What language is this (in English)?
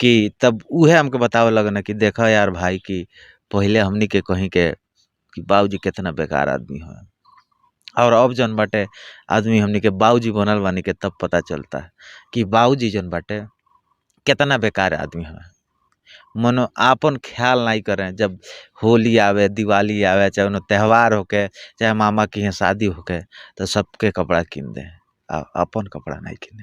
Bhojpuri